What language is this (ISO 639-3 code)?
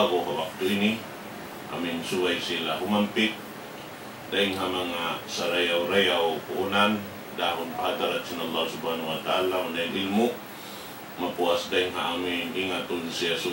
tsg